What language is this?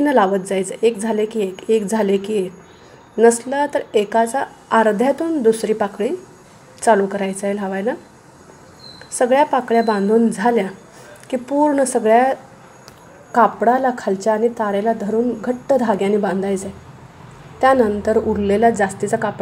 Marathi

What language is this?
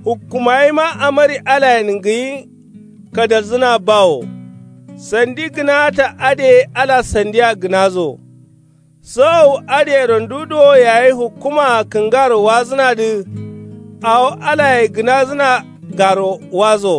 Kanuri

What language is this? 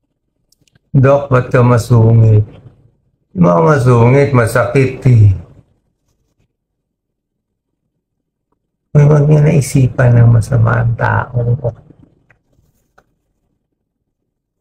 Filipino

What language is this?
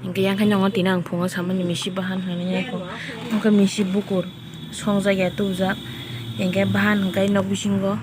Kok Borok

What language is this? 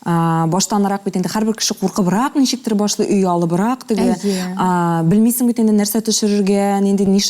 Tatar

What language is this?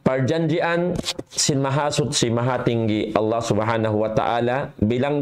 Tausug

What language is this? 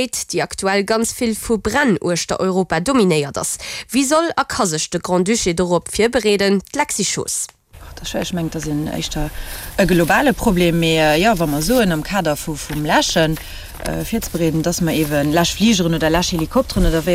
Luxembourgish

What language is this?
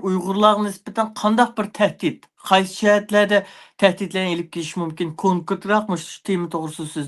Uyghur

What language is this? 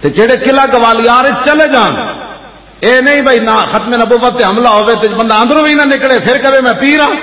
Western Panjabi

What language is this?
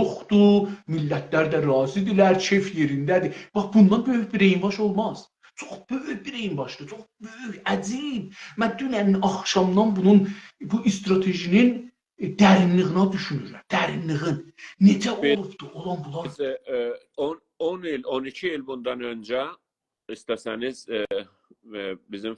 South Azerbaijani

